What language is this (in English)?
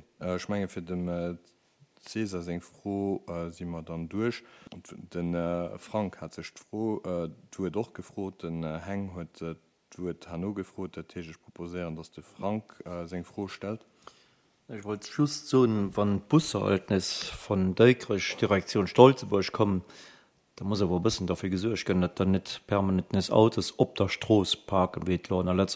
Luxembourgish